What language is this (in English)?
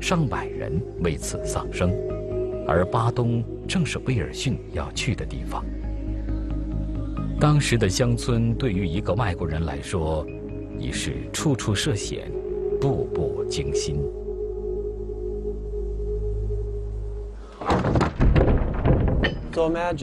Chinese